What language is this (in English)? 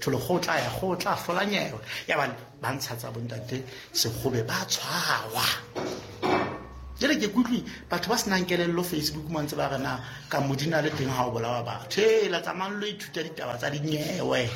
Southern Sotho